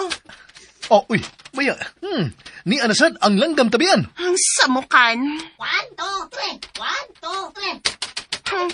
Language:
Cebuano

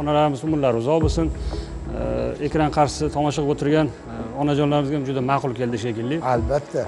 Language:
Uzbek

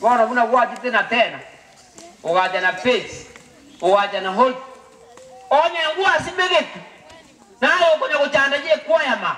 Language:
Gusii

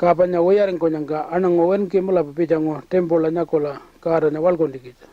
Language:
Pitjantjatjara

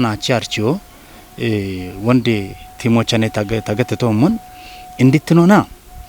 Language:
Kafa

